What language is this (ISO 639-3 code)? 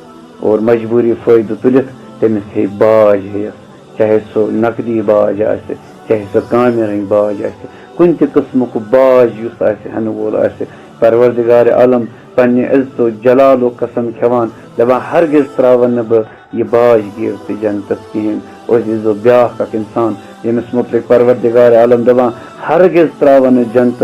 kas